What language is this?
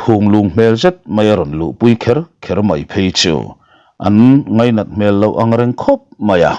Mizo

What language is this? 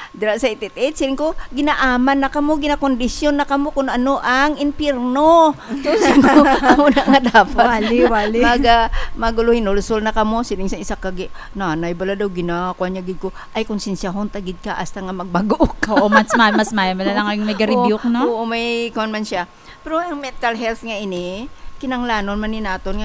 Hiligaynon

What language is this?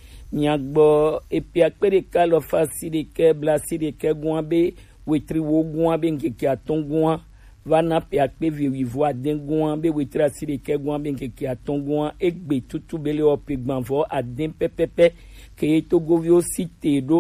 Gen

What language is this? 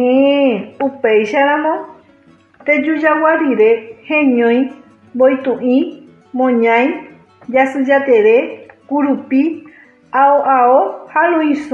Guarani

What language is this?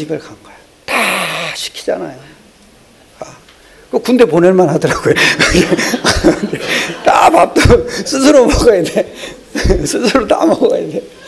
Korean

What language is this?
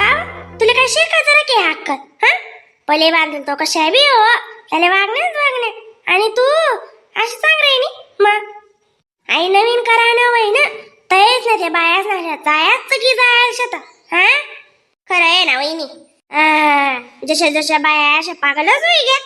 Khandesi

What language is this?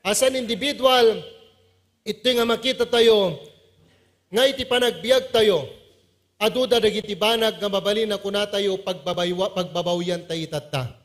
Iloko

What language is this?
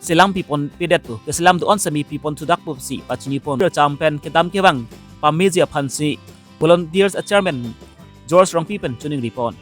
Karbi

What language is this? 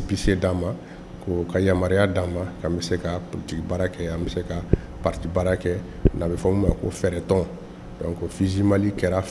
Bambara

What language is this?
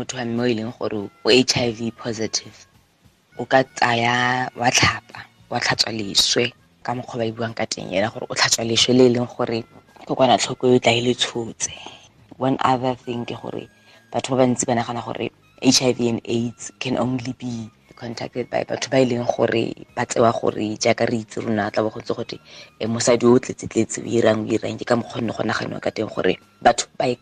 Tswana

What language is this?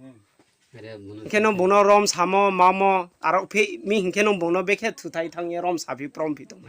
Riang (India)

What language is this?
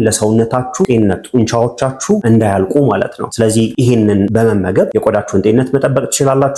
Amharic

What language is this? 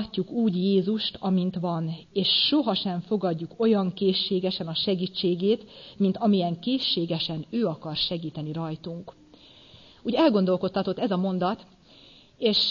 Hungarian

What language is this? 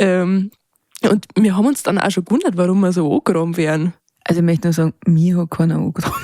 Bavarian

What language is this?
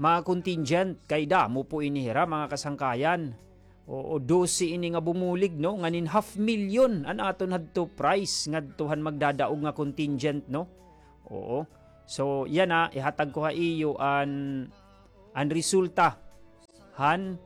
Waray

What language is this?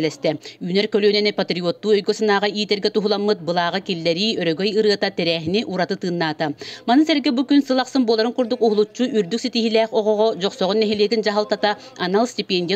Yakut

